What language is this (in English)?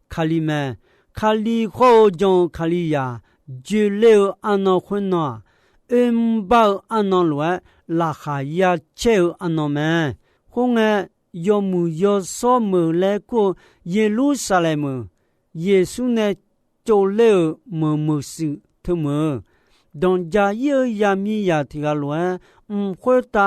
Akha